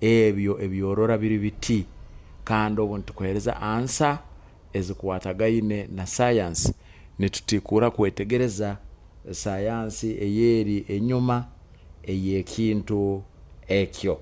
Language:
Nyoro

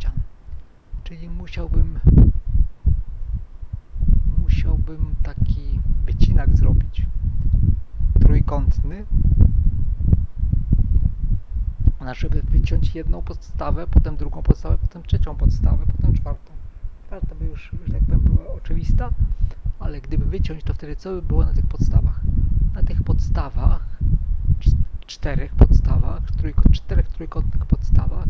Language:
Polish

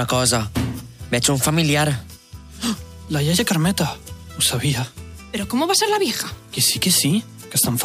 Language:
Catalan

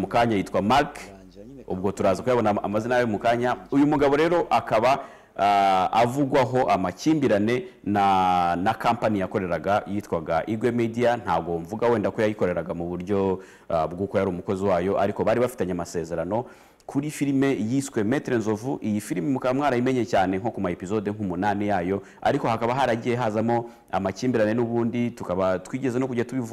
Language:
Kinyarwanda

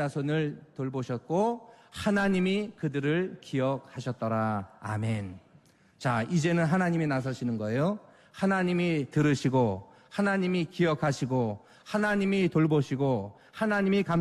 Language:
Korean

